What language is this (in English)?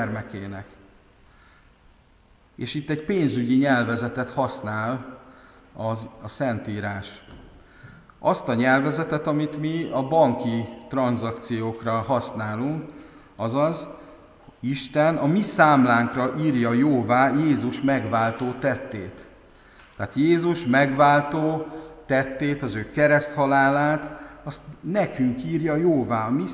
Hungarian